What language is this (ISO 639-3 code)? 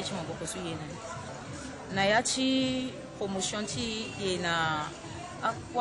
sag